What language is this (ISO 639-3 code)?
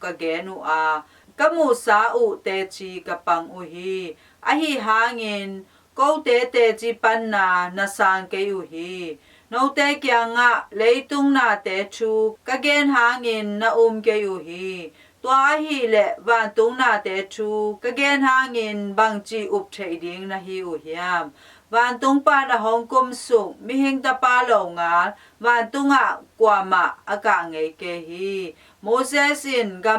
ctd